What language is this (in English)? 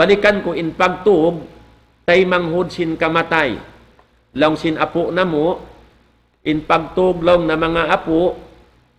Tausug